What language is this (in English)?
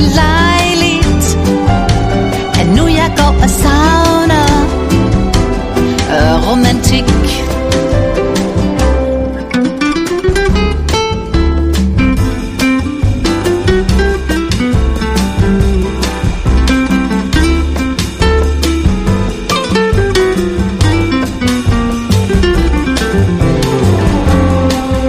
Danish